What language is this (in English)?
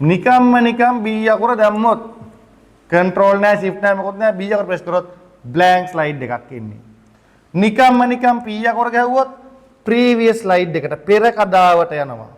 Sinhala